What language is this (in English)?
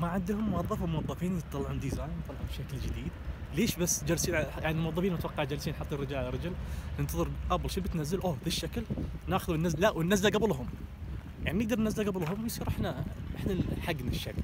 Najdi Arabic